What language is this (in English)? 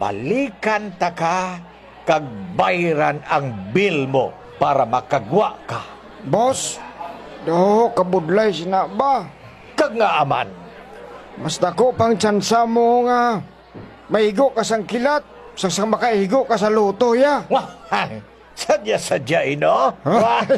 Hiligaynon